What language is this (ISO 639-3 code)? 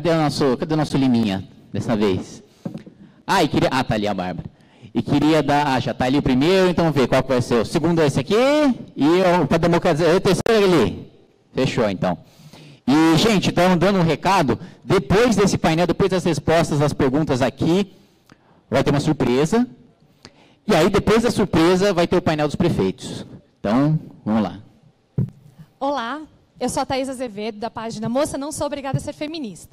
por